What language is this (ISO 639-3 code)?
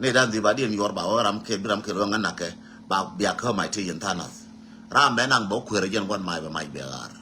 nus